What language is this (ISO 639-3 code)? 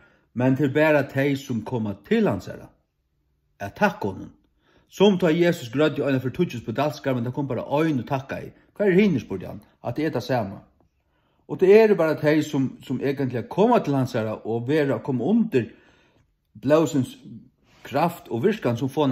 fao